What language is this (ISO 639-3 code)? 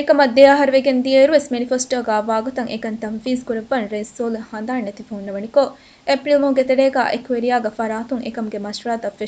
div